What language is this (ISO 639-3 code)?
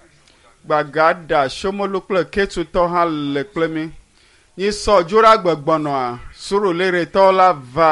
ewe